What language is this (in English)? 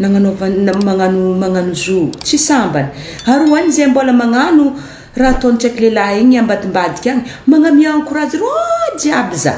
Malagasy